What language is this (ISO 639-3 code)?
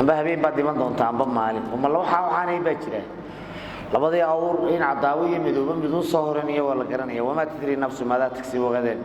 som